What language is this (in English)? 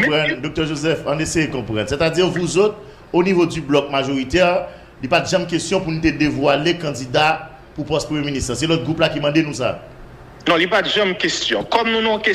Haitian Creole